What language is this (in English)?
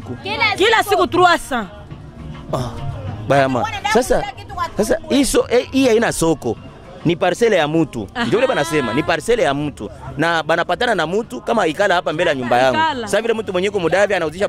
Swahili